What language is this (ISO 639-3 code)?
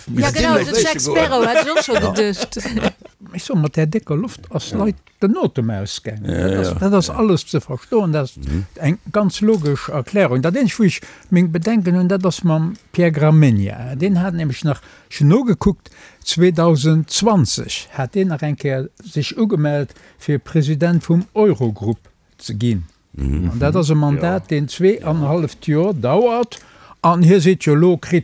ltz